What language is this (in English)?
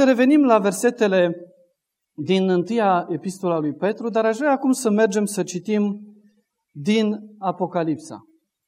Romanian